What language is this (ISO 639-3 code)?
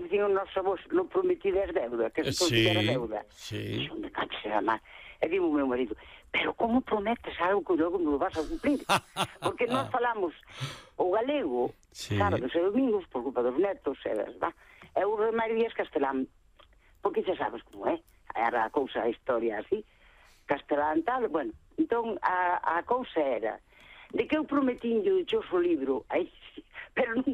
glg